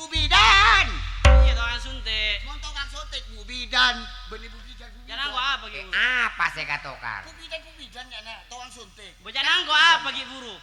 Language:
Madurese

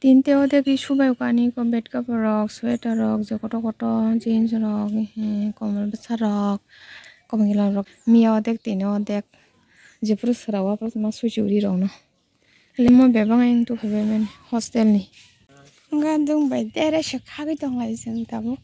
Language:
Kok Borok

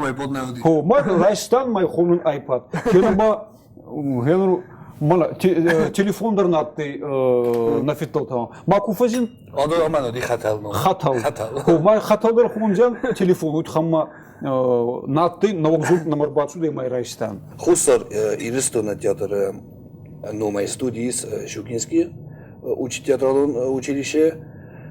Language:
Ossetic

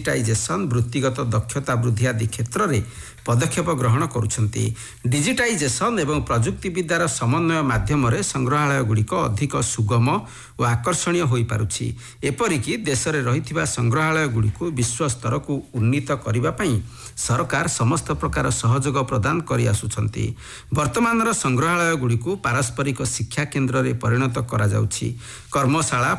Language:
Odia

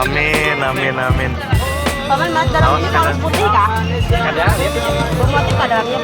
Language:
Banjar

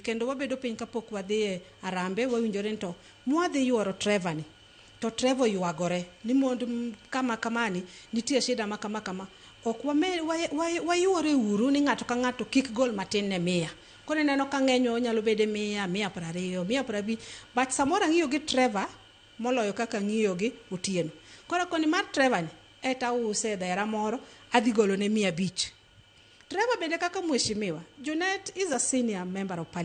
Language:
Luo (Kenya and Tanzania)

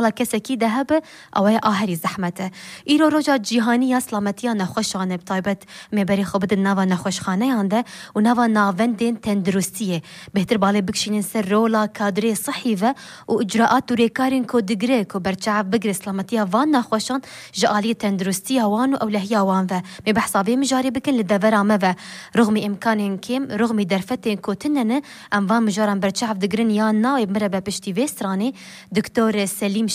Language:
Kurdish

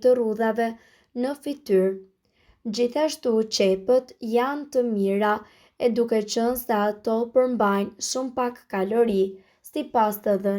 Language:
Albanian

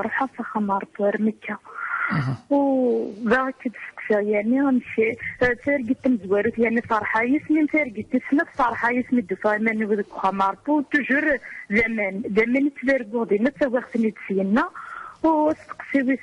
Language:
Kabyle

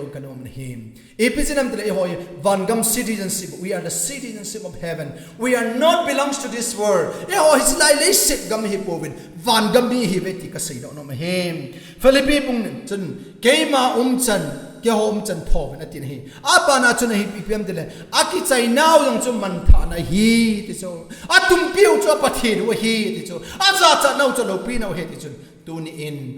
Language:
Thado Chin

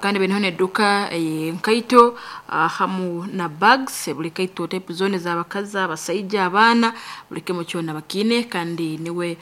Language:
Nyankole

